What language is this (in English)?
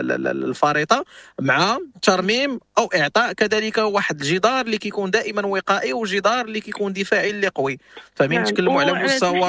Moroccan Arabic